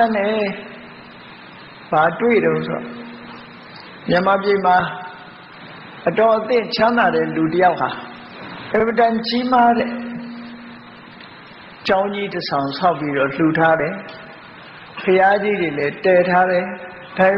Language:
Burmese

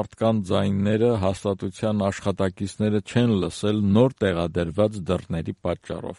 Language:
Armenian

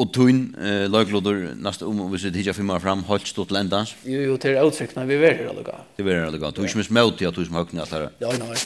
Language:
Faroese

